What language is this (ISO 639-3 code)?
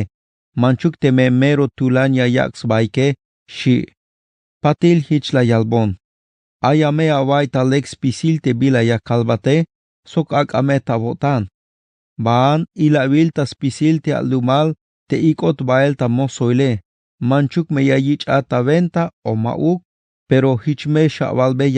tzh